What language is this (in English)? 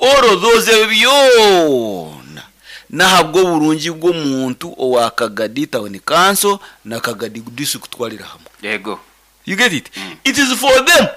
Nyankole